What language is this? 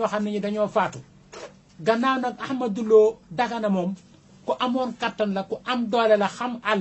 Wolof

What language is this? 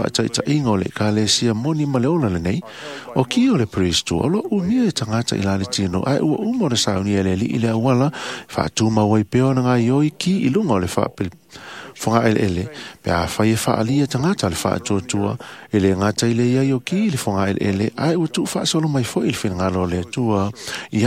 Samoan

